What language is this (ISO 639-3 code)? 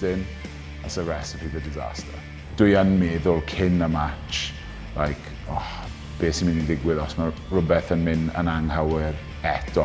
cym